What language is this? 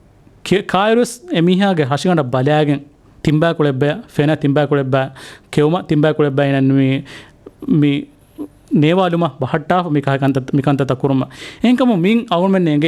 Divehi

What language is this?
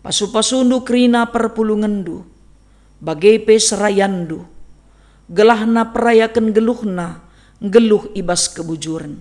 Batak Karo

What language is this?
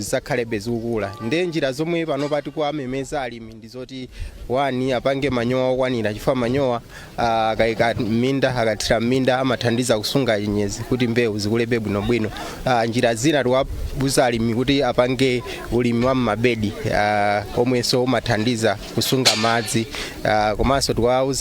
Nyanja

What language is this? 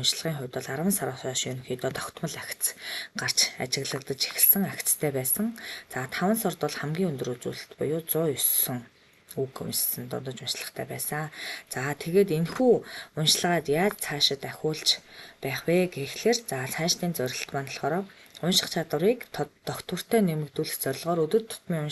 Mongolian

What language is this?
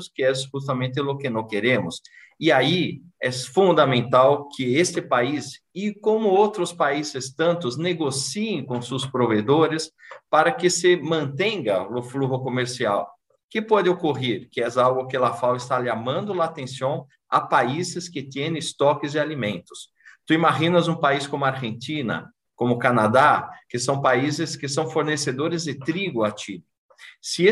Portuguese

